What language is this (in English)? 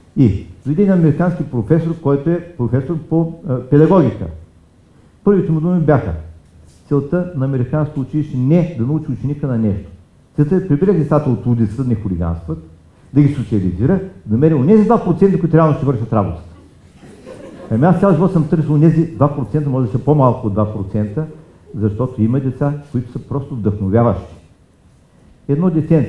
Bulgarian